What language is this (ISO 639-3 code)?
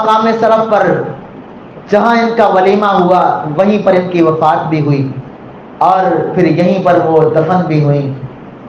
urd